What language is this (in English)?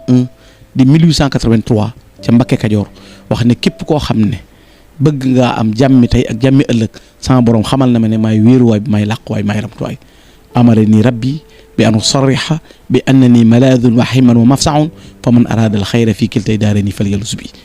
Wolof